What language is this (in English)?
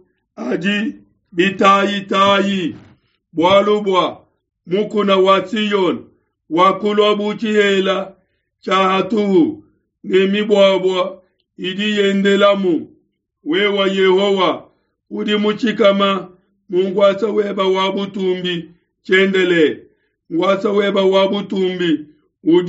Luba-Lulua